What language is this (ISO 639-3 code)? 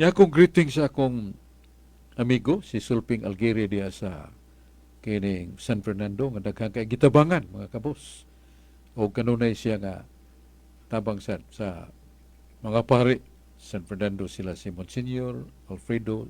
ceb